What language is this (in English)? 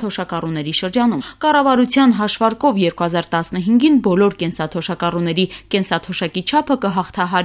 Armenian